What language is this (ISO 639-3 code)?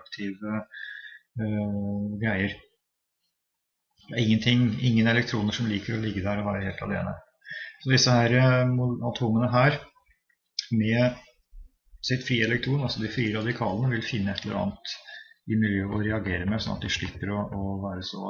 nor